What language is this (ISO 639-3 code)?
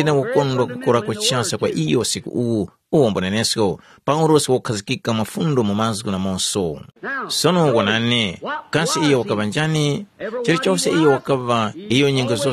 tum